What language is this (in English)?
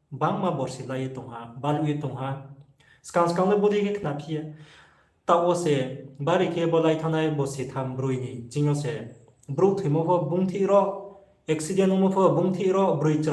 Riang (India)